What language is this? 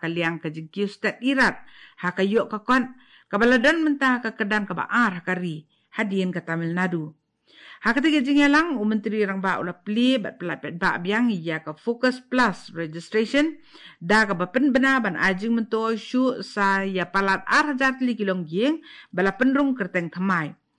Khasi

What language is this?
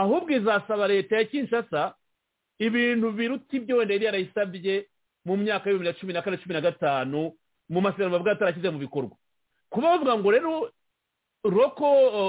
Kinyarwanda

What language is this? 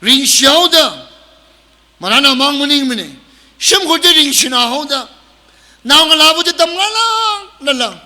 Tangkhul Naga (India)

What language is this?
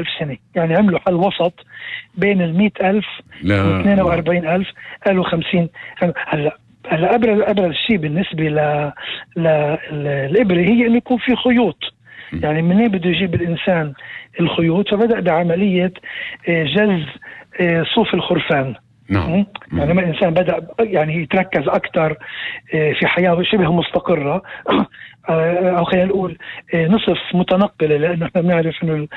North Levantine Arabic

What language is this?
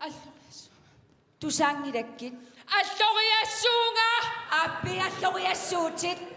Kalaallisut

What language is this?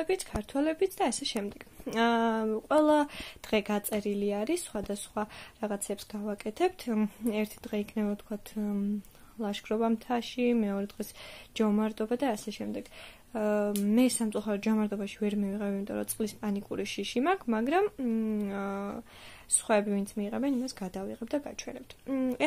Georgian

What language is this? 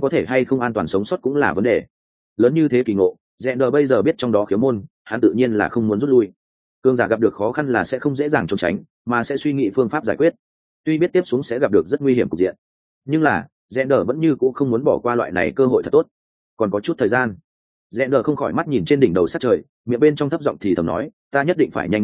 Vietnamese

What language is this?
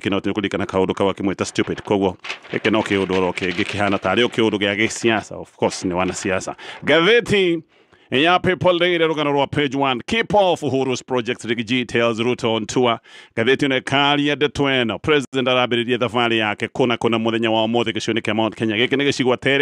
Kikuyu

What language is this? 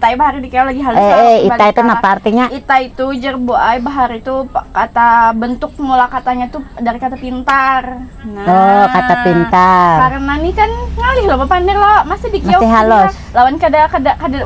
Banjar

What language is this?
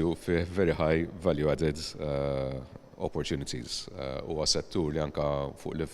Maltese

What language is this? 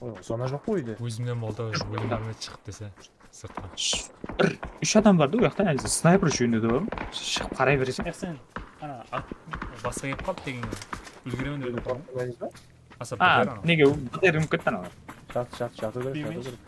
Kara-Kalpak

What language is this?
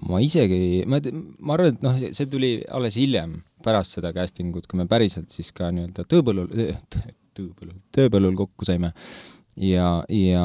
Estonian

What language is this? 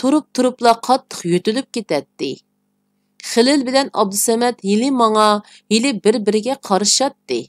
Uyghur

